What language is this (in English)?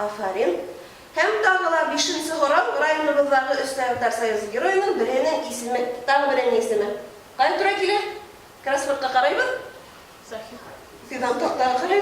Bashkir